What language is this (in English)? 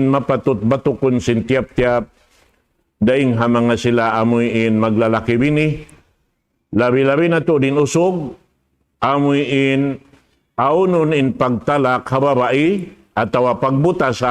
Tausug